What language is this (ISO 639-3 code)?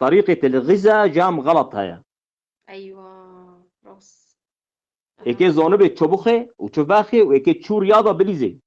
kur